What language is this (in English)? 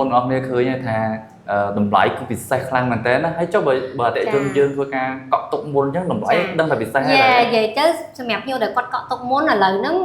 Khmer